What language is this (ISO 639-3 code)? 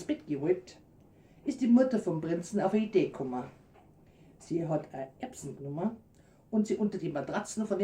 bar